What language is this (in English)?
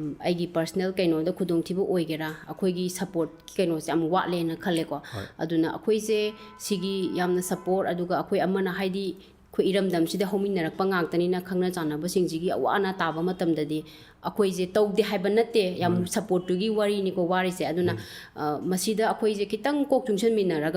Manipuri